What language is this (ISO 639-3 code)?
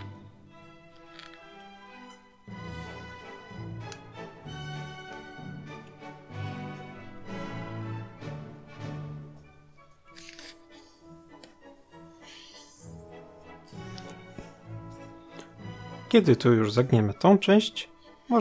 pol